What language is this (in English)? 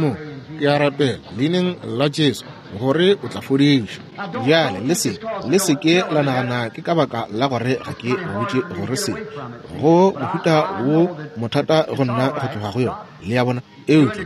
Northern Sotho